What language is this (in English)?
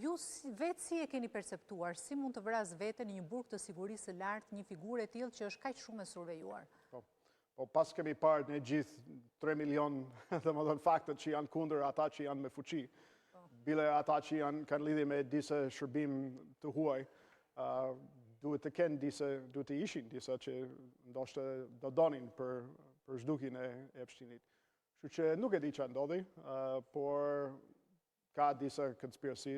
Albanian